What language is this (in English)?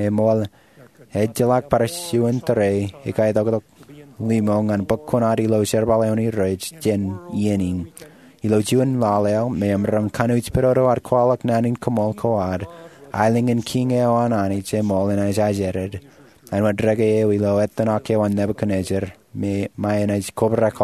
Marshallese